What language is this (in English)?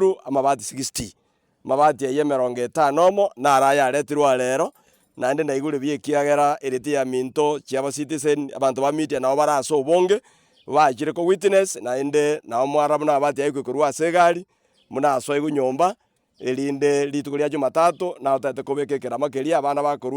Gusii